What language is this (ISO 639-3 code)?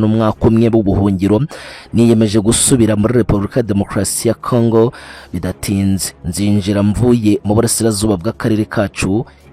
kin